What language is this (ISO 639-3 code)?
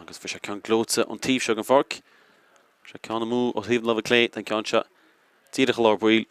gle